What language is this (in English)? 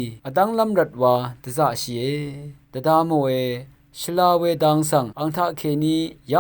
Rawang